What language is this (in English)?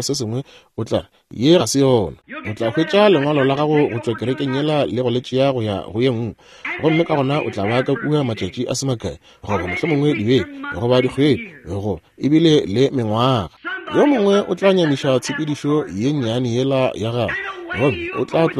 Northern Sotho